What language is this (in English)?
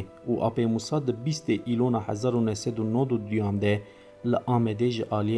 Kurdish